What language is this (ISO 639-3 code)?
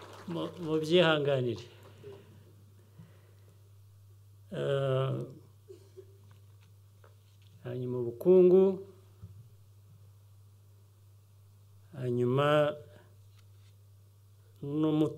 kin